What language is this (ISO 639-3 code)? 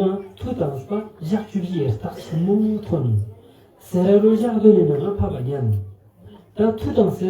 lbj